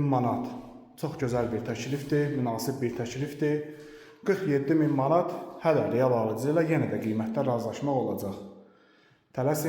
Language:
Azerbaijani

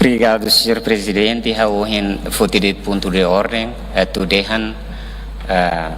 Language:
Tetum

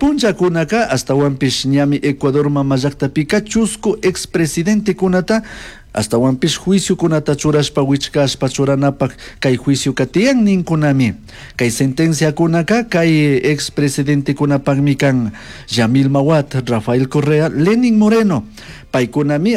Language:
Chimborazo Highland Quichua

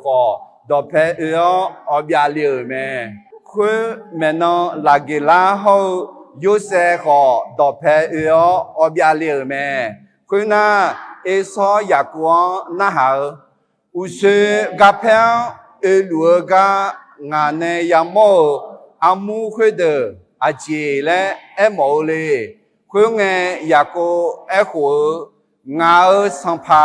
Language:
Akha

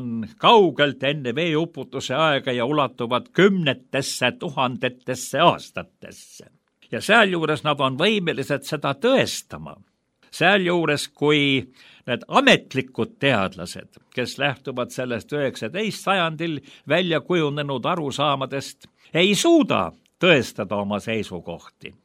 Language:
Estonian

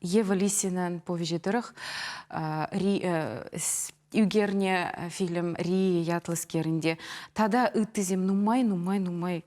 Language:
Chuvash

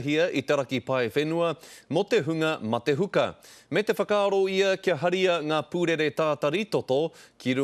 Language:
Māori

